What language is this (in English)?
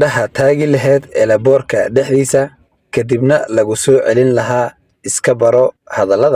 Somali